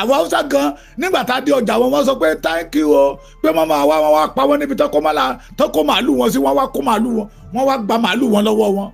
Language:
Yoruba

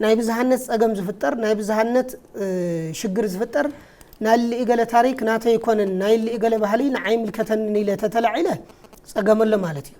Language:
Tigrinya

